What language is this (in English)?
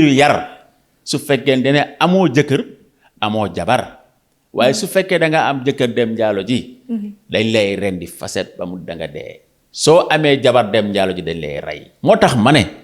Wolof